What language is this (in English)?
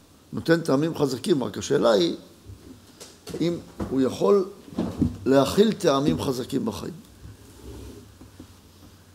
Hebrew